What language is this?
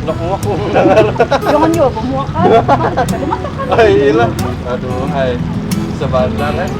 Banjar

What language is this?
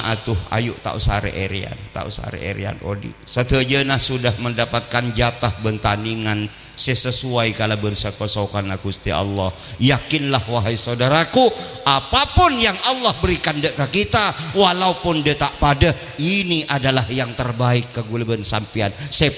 Madurese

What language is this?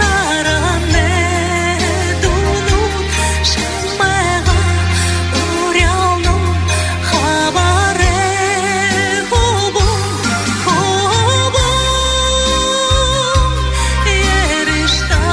Buriat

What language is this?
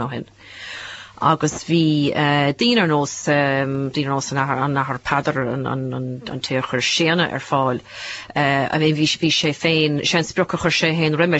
Irish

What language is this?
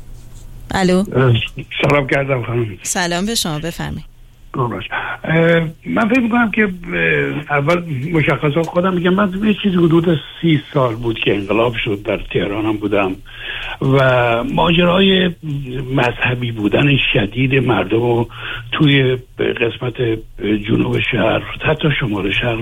Persian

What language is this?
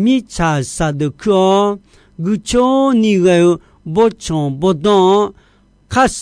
Akha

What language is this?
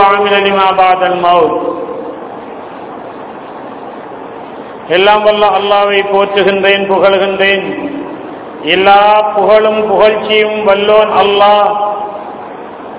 Tamil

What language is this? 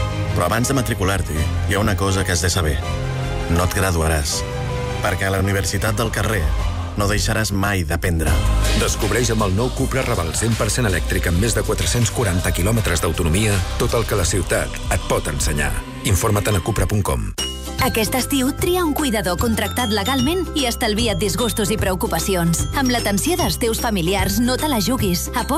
Catalan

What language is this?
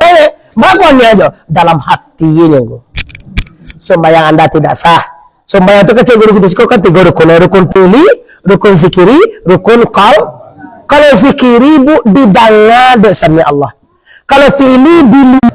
Minangkabau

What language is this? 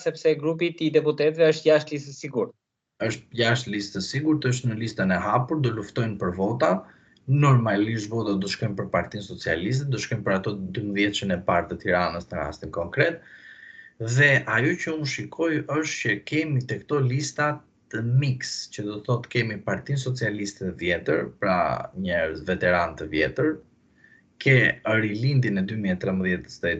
Albanian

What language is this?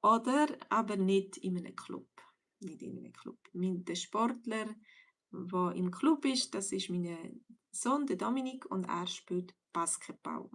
Swiss German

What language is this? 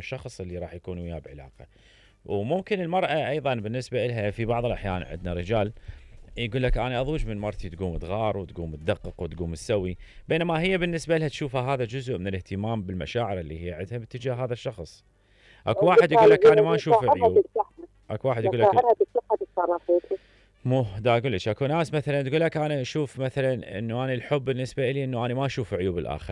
Mesopotamian Arabic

